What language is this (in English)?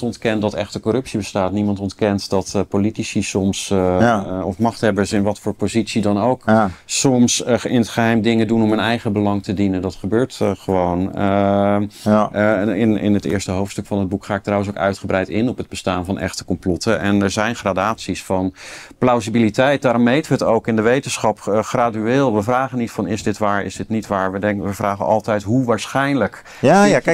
Dutch